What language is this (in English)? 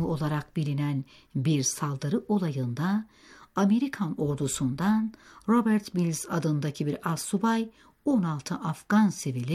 Turkish